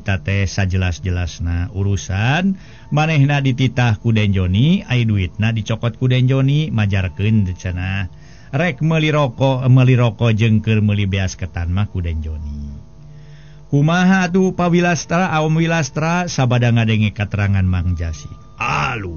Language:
Sundanese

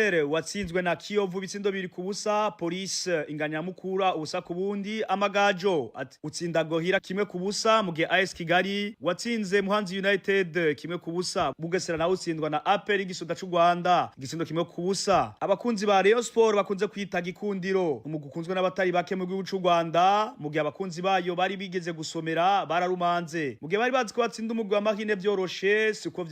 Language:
Rundi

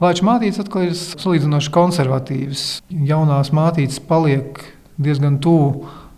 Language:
Latvian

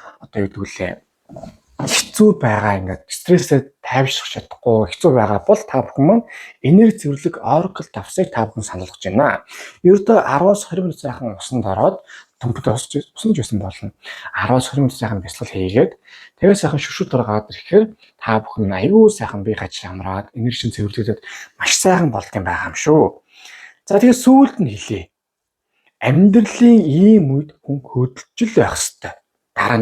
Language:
Mongolian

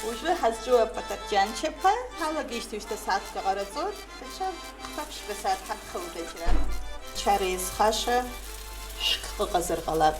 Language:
Abkhazian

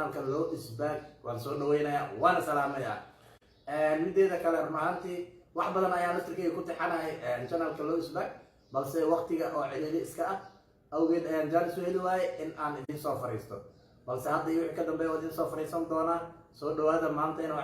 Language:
Somali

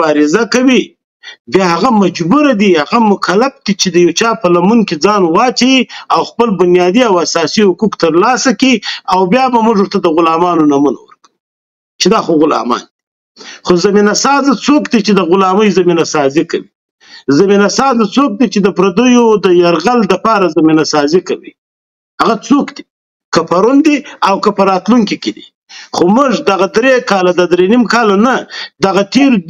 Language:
Pashto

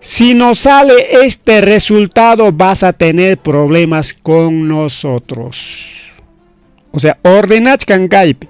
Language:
Ayacucho Quechua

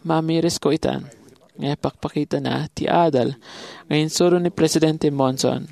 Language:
Iloko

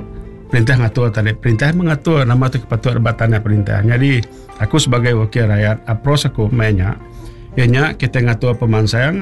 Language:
Iban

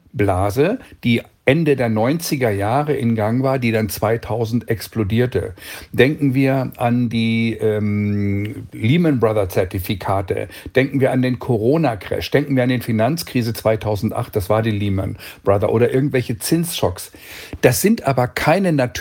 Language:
German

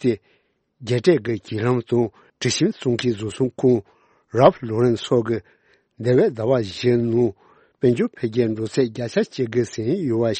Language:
Tibetan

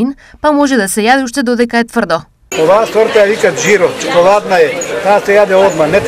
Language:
Macedonian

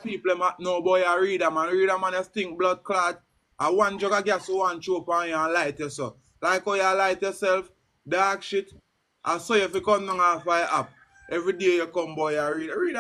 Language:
Jamaican Creole English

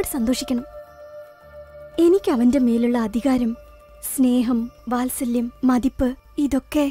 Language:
Malayalam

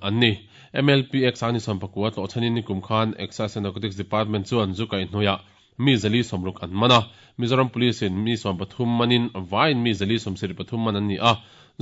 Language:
Mizo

